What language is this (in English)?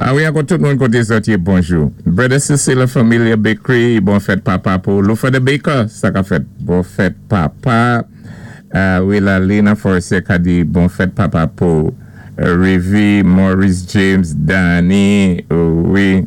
Saint Lucian Creole French